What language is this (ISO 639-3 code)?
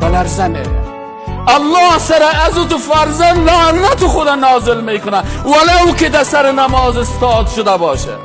fas